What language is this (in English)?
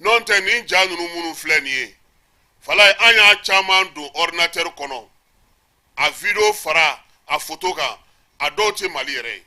Bambara